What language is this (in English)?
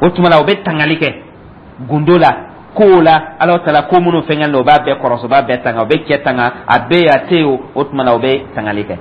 Dyula